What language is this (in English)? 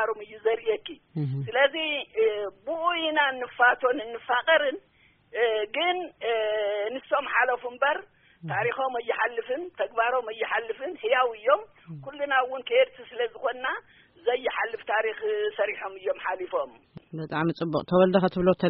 Tigrinya